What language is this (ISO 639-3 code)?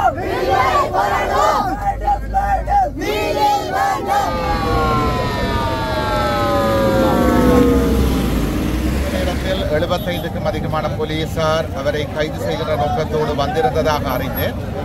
tam